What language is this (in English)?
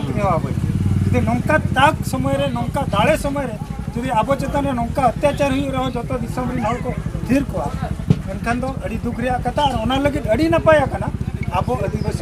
Santali